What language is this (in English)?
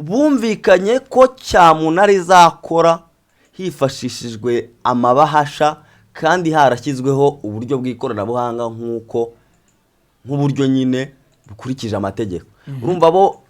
Kinyarwanda